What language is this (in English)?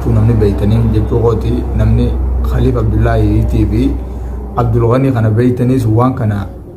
Oromo